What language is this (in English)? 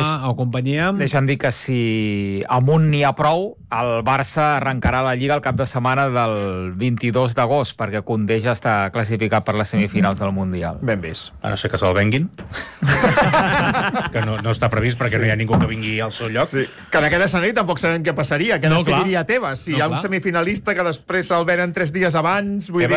Catalan